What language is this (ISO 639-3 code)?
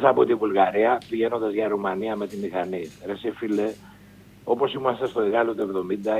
ell